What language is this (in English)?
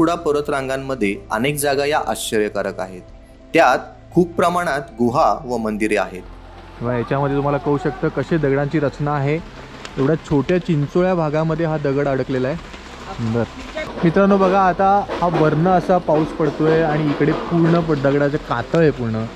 Marathi